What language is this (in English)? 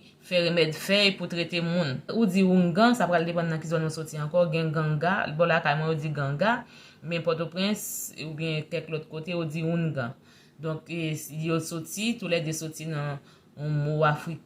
Haitian Creole